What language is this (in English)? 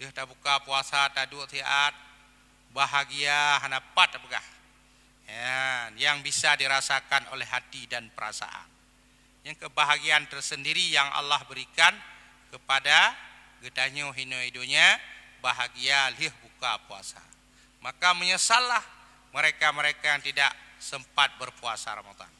Achinese